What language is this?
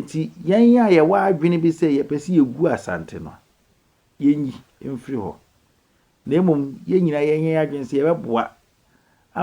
Akan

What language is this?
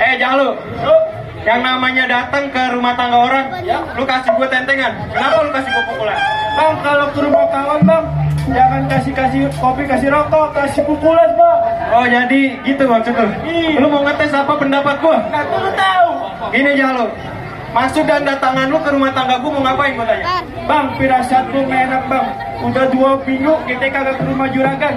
Betawi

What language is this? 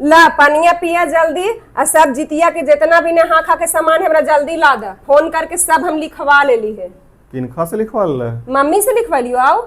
Magahi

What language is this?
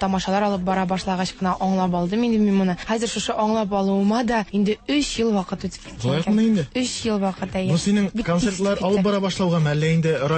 Tatar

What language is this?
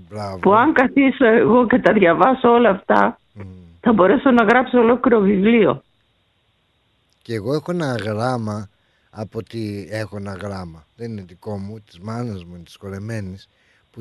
Greek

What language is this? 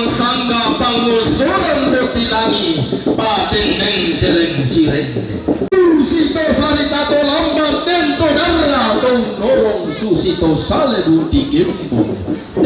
Toraja-Sa'dan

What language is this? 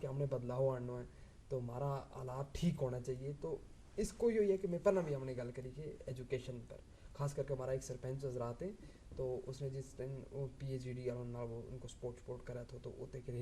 Gujari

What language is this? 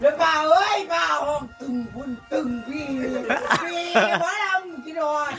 Northeastern Thai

